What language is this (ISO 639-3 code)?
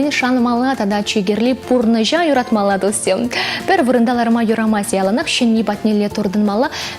chv